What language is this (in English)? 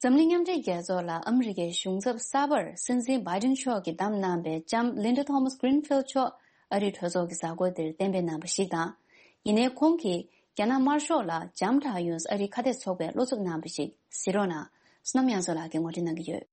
Tibetan